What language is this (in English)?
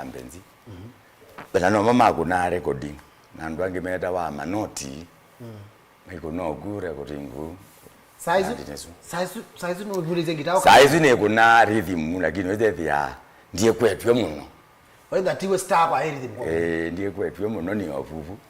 Kamba